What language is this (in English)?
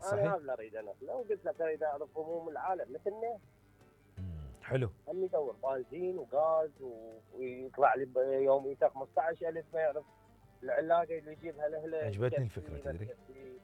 Mesopotamian Arabic